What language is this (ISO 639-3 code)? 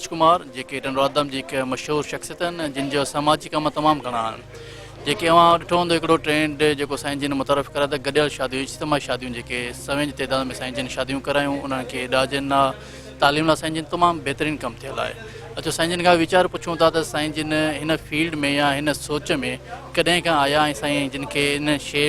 snd